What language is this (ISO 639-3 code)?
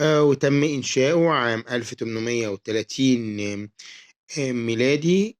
arz